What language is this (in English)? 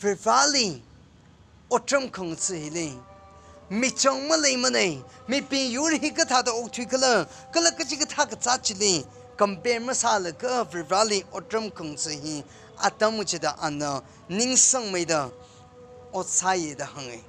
Tangkhul Naga (India)